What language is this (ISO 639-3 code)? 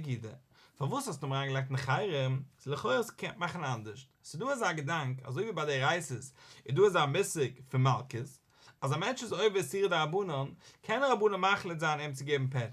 yid